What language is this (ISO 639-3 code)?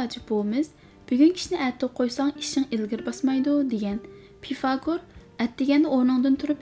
uig